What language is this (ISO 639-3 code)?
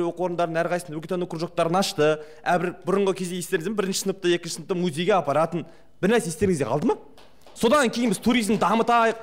kaz